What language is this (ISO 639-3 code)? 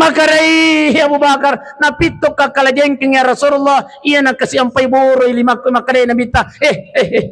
bug